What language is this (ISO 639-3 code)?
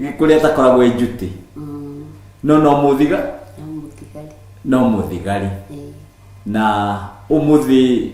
kik